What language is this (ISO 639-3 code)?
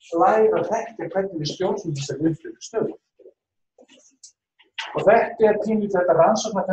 isl